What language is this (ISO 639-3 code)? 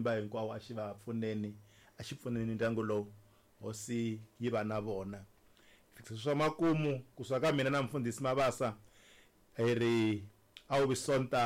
tso